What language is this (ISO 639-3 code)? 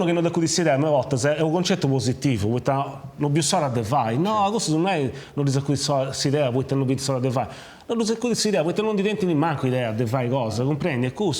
srd